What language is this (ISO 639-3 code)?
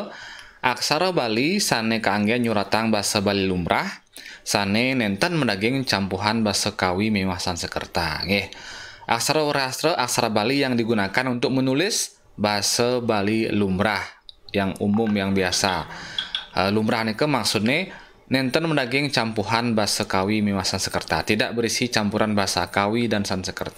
ban